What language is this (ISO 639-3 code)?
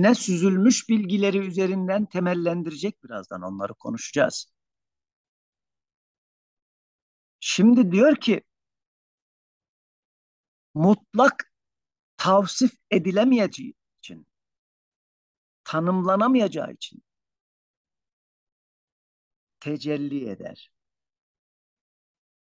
tur